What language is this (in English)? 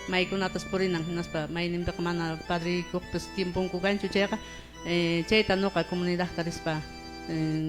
Quechua